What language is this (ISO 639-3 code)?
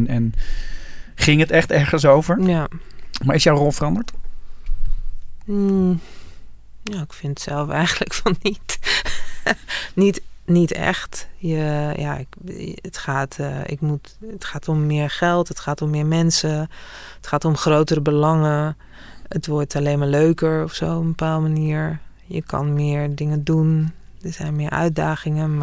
nld